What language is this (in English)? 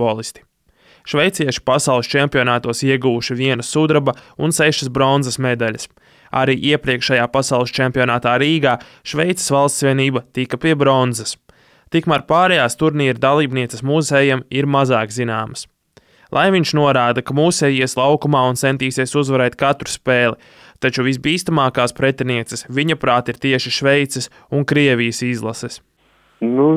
Latvian